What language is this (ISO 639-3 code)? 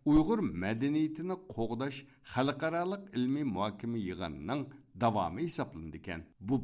uig